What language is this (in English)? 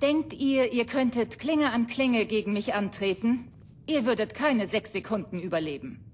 Bavarian